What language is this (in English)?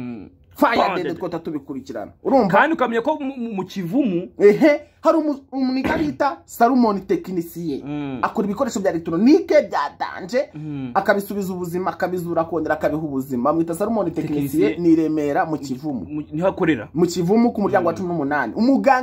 Kinyarwanda